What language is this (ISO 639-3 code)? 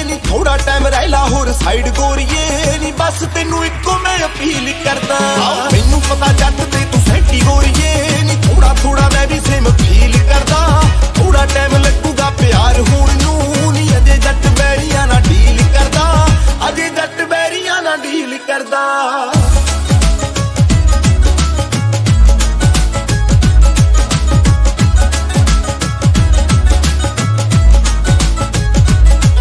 pan